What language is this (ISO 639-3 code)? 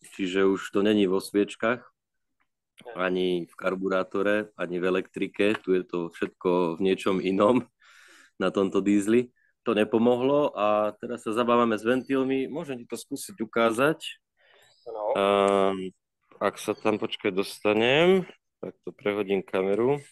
slk